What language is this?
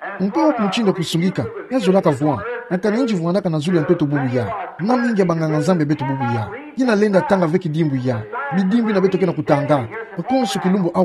Kituba (Democratic Republic of Congo)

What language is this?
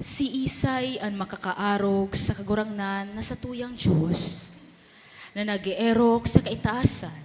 Bikol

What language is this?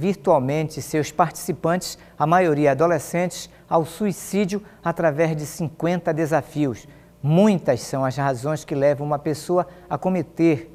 Portuguese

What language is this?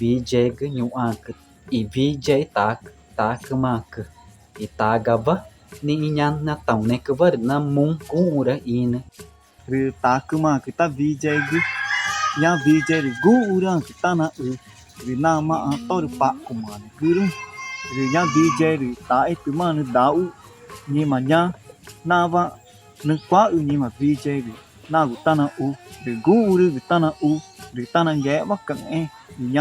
Ticuna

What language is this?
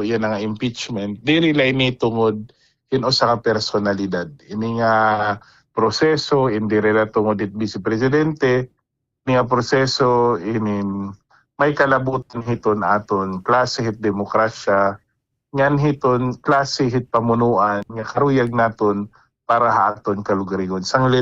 Waray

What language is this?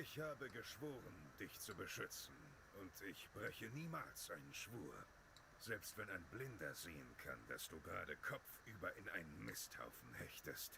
Bavarian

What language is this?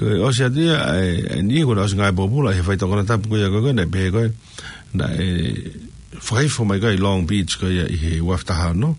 Tongan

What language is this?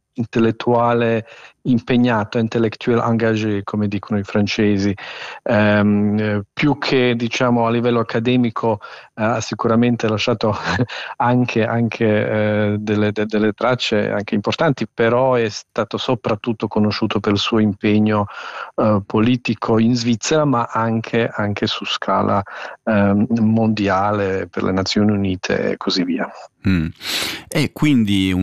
Italian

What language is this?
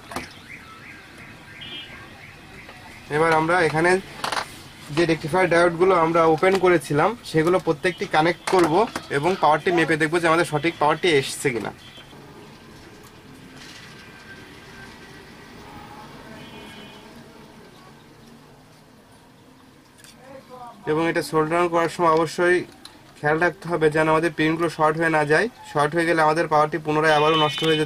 Bangla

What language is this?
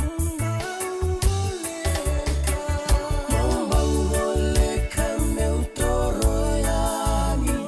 Fijian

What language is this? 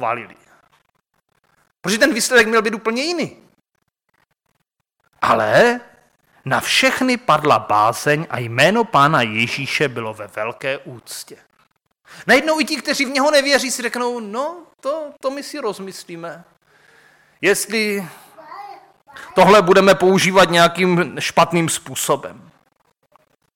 Czech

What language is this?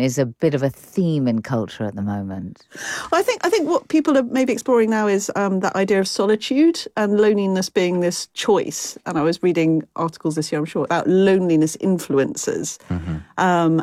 English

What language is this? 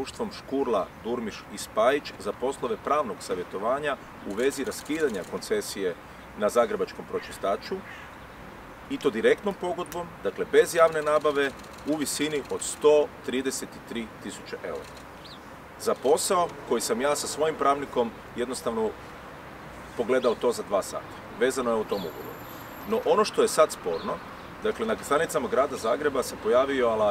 Croatian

